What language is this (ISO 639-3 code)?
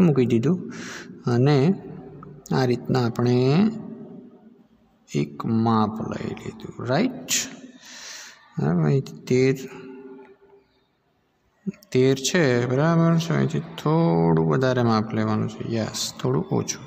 guj